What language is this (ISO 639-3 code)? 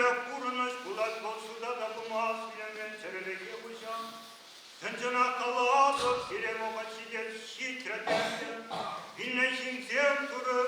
chv